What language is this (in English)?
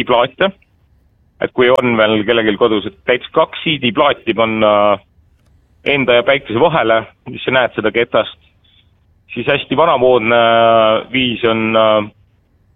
Estonian